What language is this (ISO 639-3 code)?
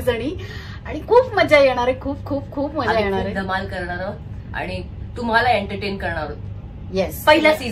mar